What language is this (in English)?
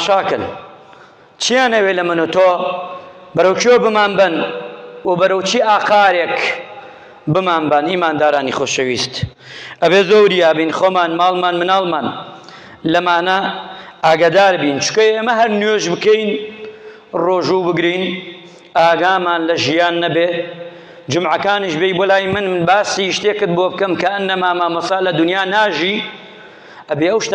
Central Kurdish